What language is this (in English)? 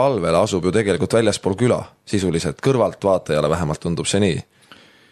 Estonian